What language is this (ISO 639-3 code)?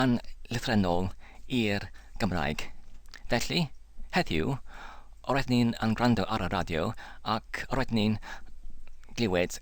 cym